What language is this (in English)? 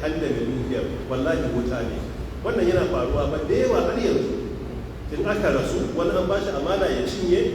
Hausa